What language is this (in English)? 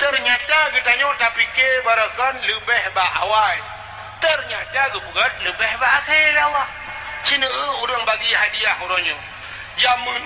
Achinese